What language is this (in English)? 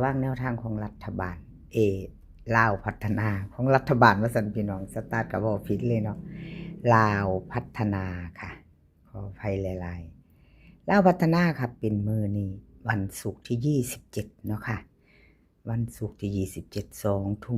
Lao